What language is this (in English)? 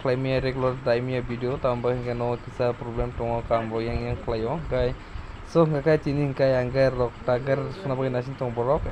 Kok Borok